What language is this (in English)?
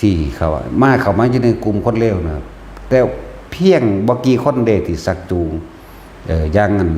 Northeastern Thai